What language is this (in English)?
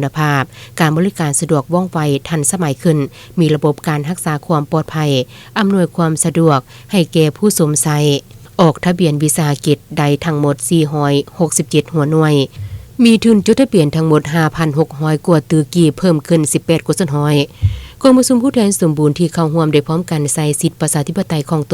Lao